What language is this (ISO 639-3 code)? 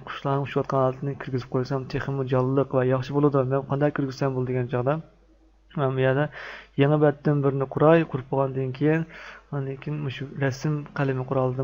uig